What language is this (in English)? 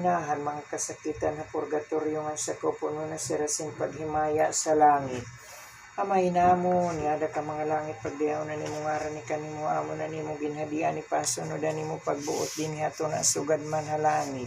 Waray